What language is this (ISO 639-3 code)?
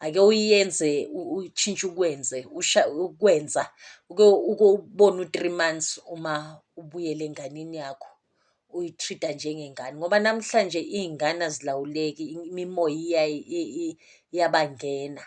zul